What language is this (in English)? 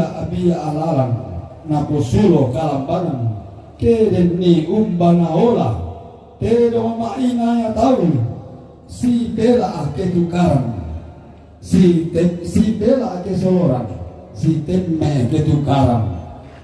Toraja-Sa'dan